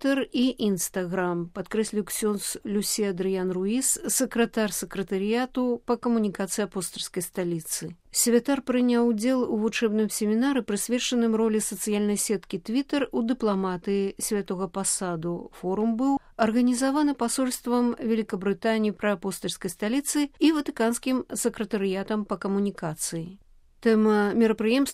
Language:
Belarusian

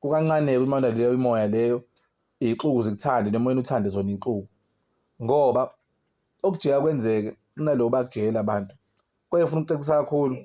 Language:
Zulu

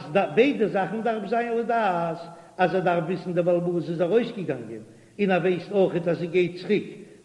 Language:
Yiddish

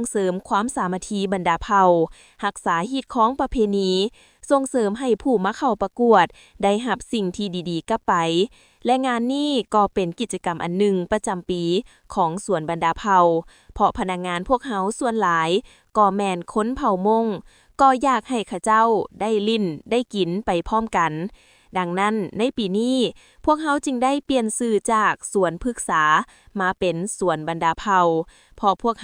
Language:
Lao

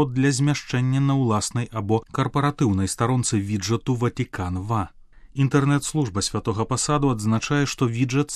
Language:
Belarusian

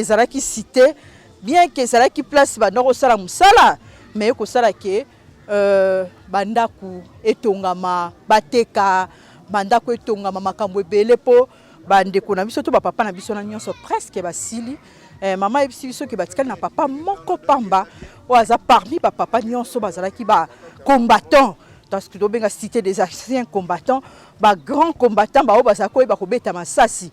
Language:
Lingala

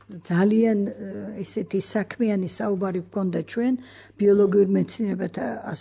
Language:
Georgian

